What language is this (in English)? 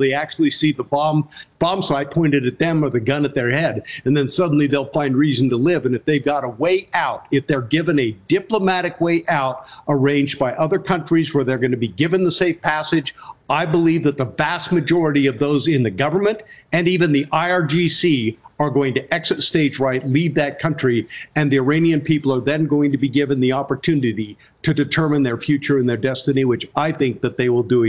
English